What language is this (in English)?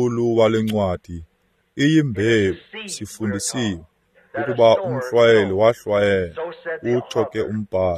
Xhosa